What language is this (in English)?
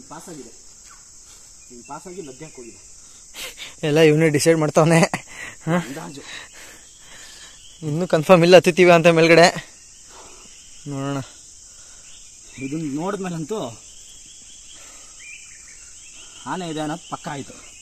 Kannada